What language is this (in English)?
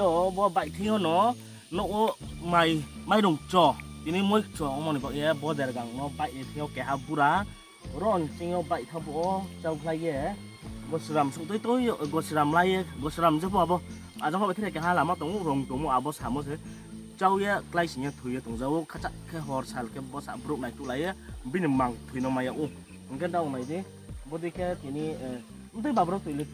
Riang (India)